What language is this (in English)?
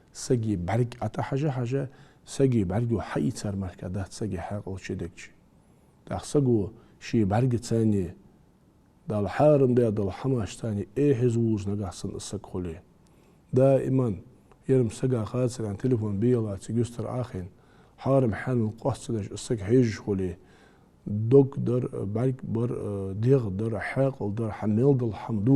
Ingush